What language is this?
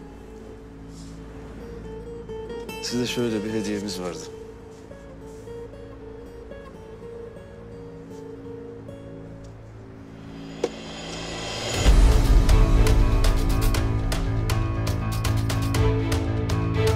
Turkish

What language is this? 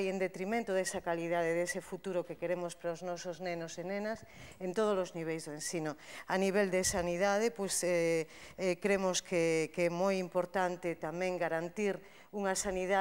Galician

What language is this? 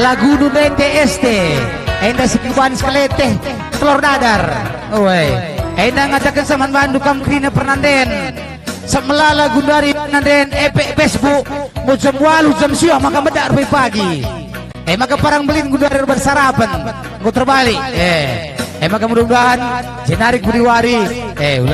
Batak Karo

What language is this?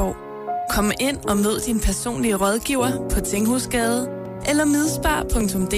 Danish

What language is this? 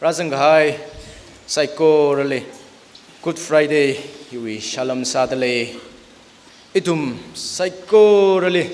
Tangkhul Naga (India)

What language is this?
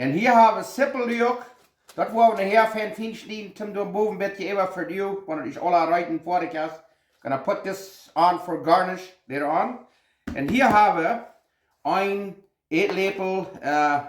Plautdietsch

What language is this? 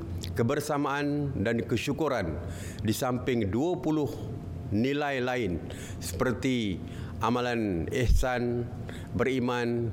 Malay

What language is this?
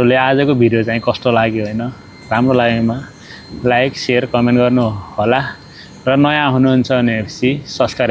Nepali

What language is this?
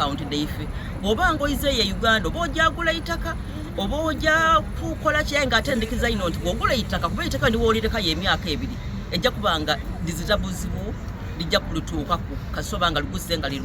Soga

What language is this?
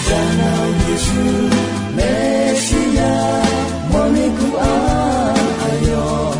Akha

